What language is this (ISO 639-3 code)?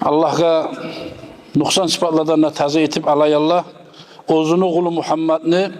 kum